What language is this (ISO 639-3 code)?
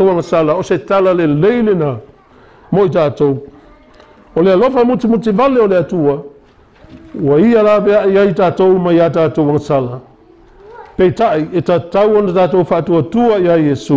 smo